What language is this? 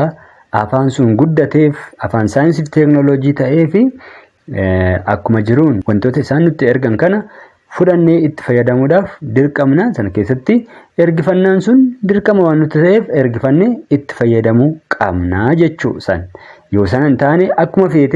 Oromo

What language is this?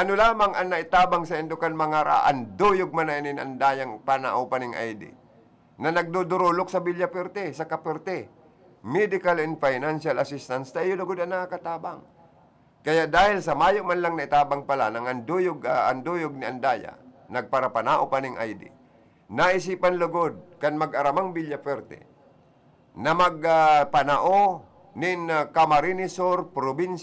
Bikol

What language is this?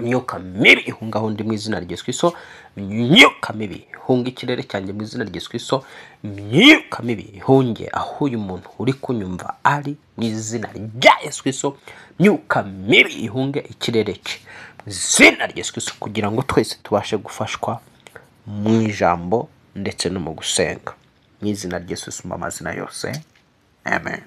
Kinyarwanda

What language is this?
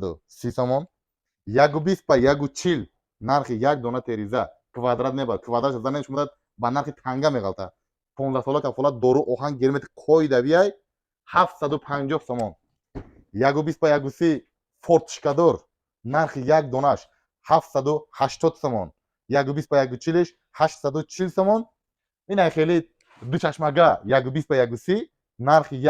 Tajik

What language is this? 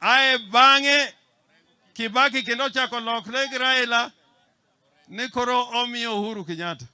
Luo (Kenya and Tanzania)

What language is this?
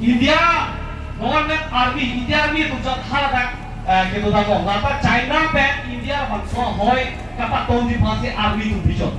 Karbi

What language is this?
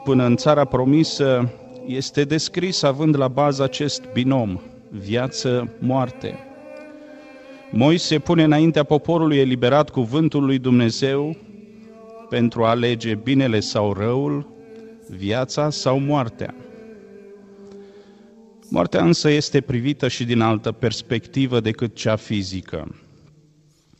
Romanian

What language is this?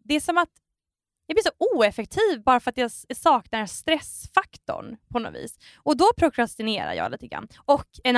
Swedish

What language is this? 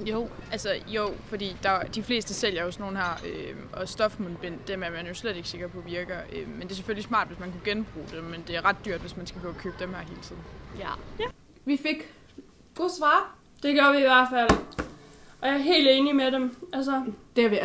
Danish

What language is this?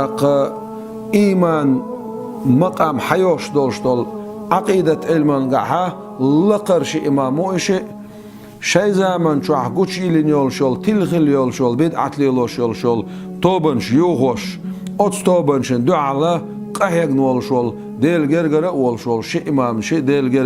Chechen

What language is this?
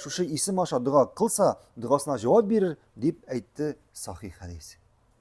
Tatar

